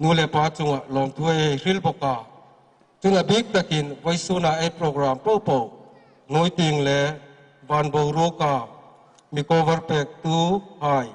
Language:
Hmar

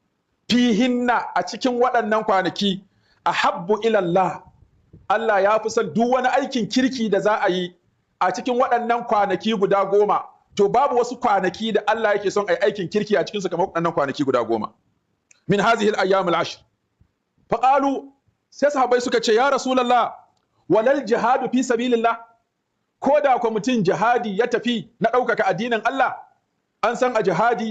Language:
Hausa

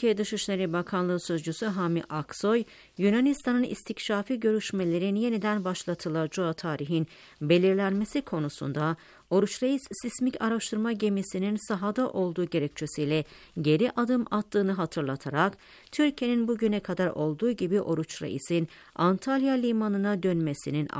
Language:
Turkish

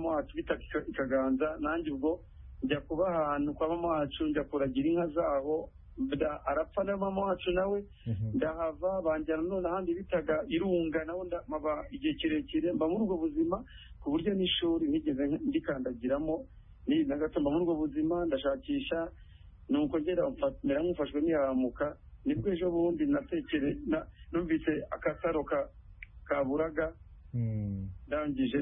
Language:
Kinyarwanda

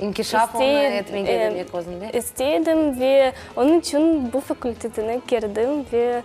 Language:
Crimean Tatar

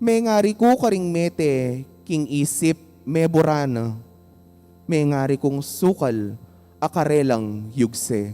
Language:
Pampanga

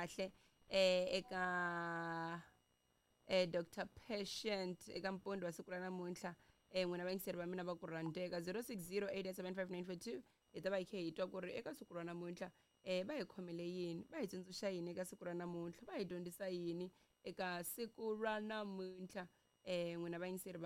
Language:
Tsonga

